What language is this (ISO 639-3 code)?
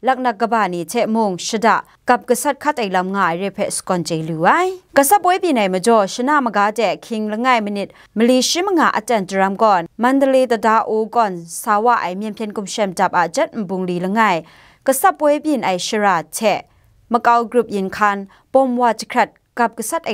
kac